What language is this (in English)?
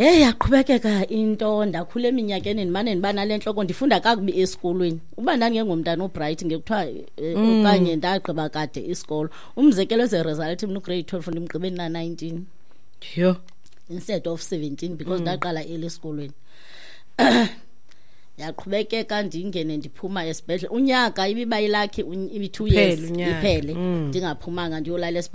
Xhosa